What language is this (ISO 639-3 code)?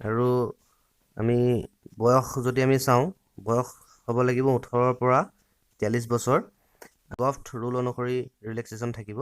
asm